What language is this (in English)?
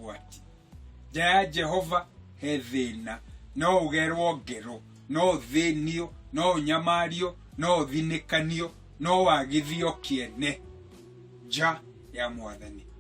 Kikuyu